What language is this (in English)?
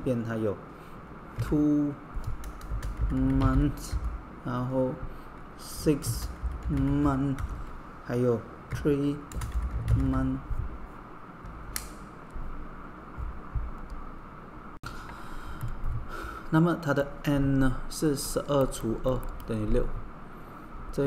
Chinese